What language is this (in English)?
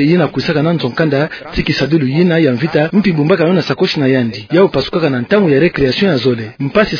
Kituba (Democratic Republic of Congo)